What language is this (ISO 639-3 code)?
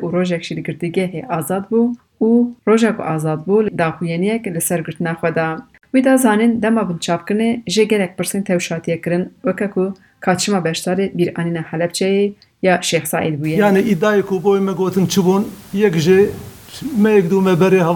kur